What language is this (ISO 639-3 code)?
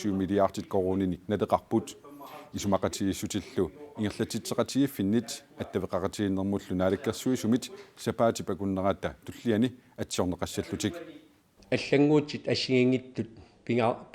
kal